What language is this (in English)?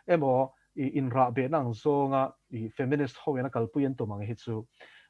Mizo